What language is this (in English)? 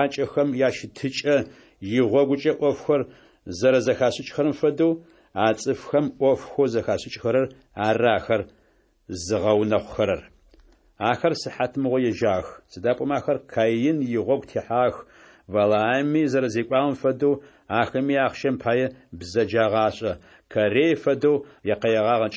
Adyghe